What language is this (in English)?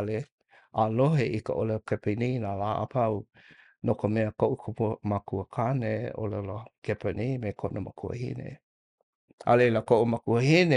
Hawaiian